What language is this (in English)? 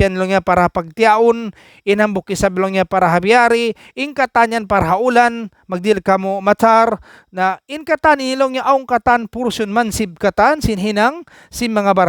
Tausug